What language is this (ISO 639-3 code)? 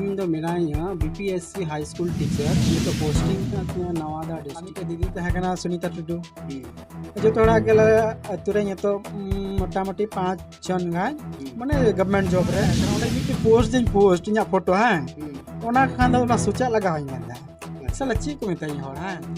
sat